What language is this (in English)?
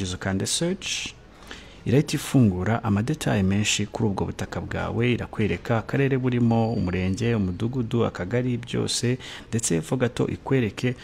Kinyarwanda